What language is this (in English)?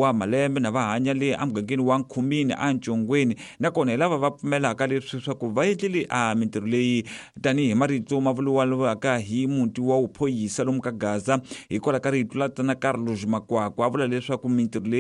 Tsonga